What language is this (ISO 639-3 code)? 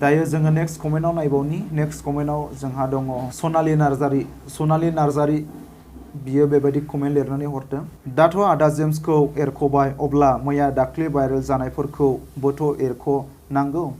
brx